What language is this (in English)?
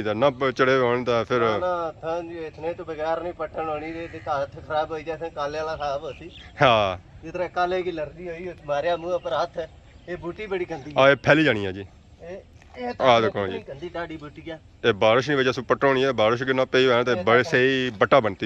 Pahari-Potwari